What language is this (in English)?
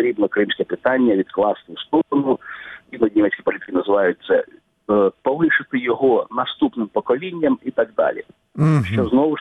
Ukrainian